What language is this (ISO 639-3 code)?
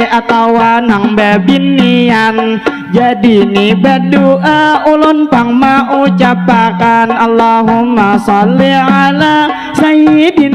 bjn